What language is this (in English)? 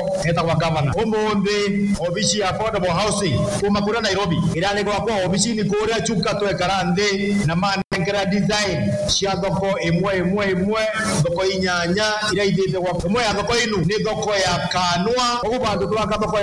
Meru